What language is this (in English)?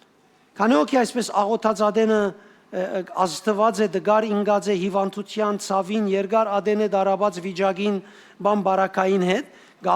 Western Armenian